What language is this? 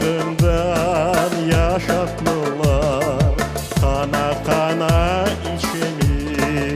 Crimean Tatar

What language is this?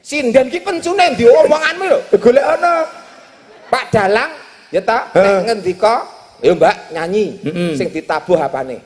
Javanese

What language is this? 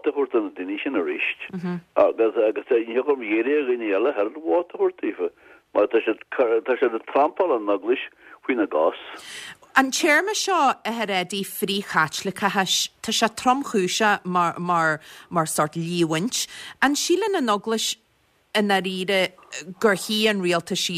Irish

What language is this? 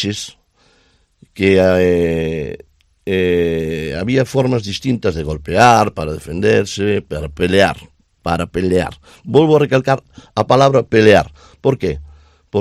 Galician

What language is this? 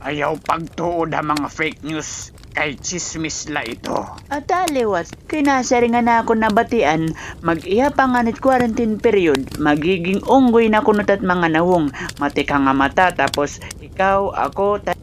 Waray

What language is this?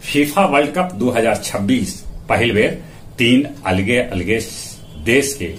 Magahi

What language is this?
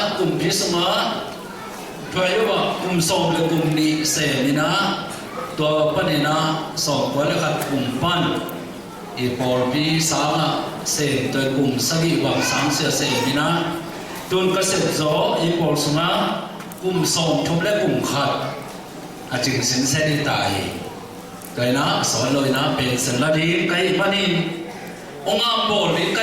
Tedim Chin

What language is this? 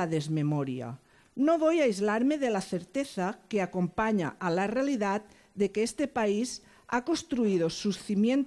Spanish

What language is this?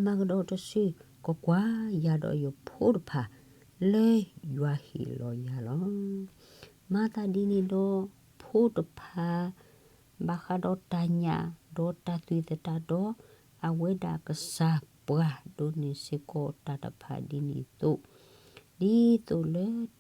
S'gaw Karen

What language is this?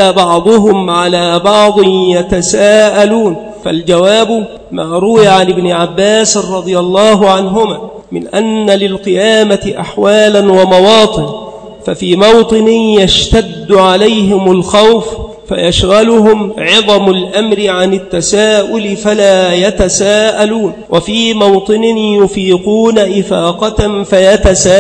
Arabic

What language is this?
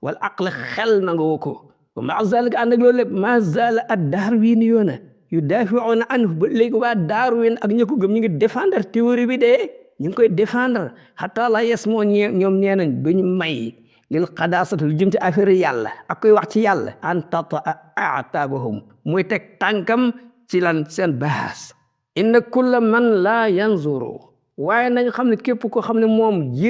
Wolof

